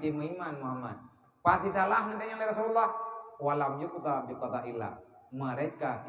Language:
Achinese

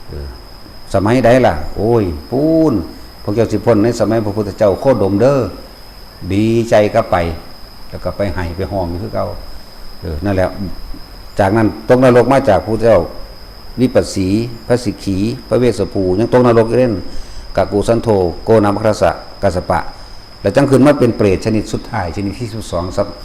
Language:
Northeastern Thai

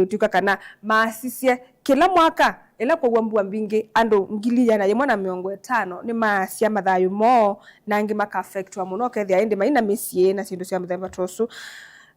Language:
Kamba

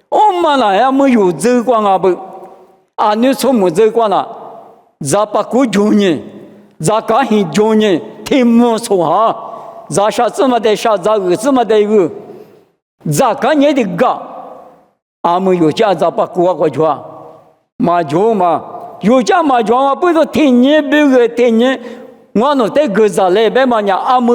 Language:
Lisu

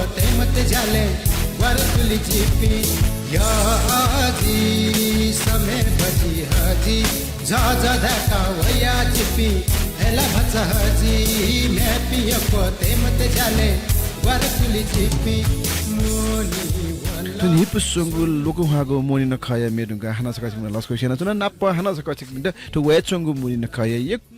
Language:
Newari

